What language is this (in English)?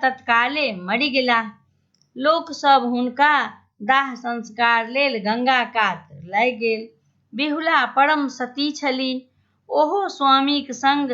Maithili